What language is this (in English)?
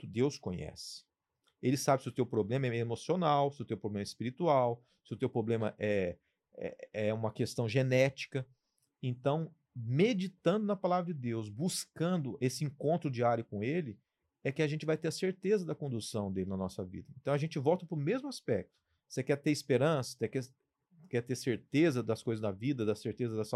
Portuguese